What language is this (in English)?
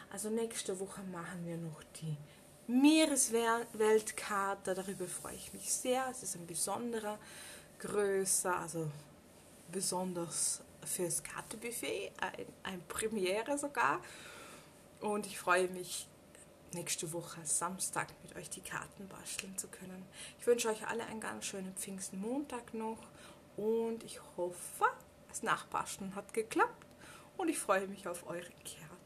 German